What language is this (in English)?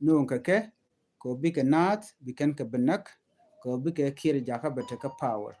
Nuer